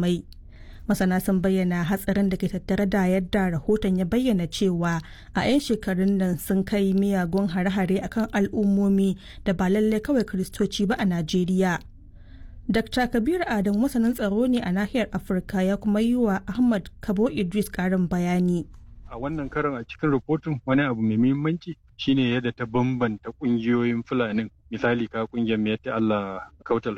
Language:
Hausa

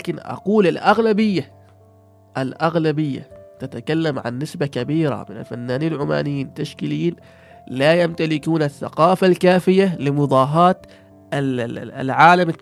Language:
Gulf Arabic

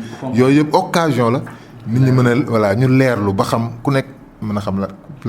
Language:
Wolof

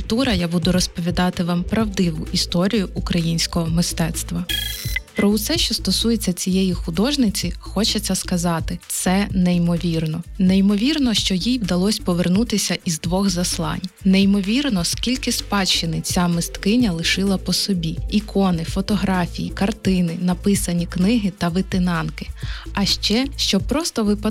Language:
Ukrainian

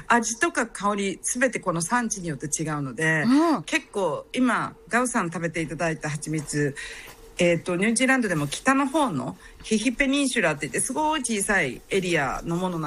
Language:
Japanese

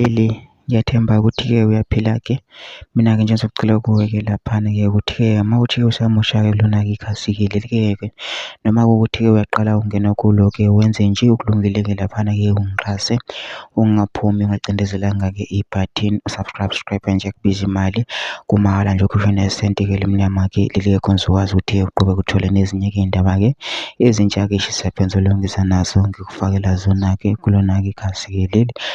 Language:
Zulu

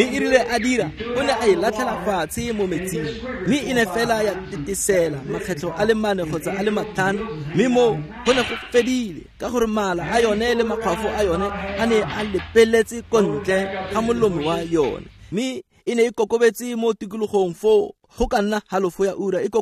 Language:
Tswana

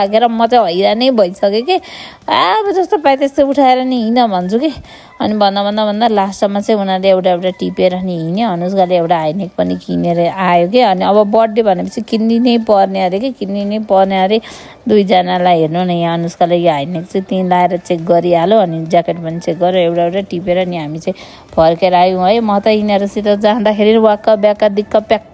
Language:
Nepali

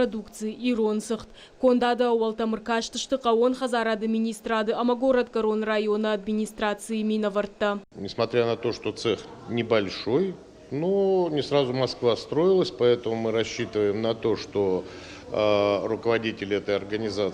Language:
Ossetic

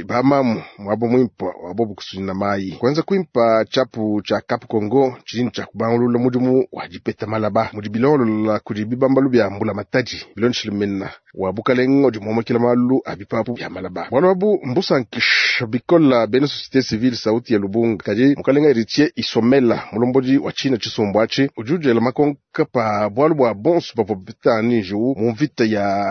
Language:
Luba-Lulua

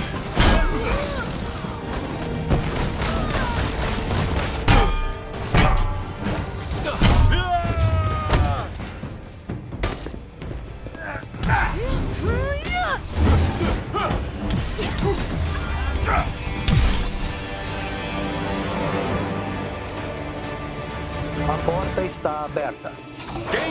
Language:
Portuguese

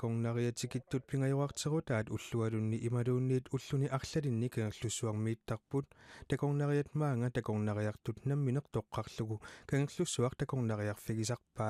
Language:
Kalaallisut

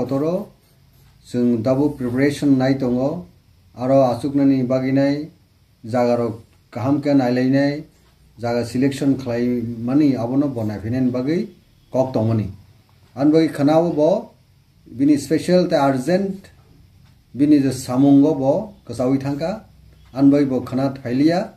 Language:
Kok Borok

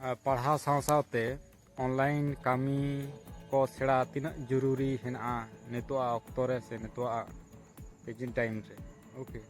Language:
Santali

